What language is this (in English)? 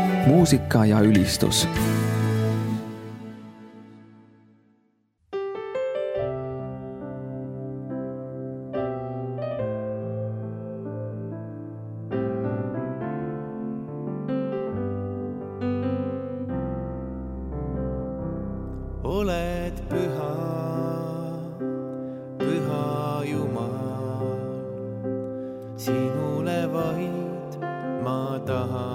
Estonian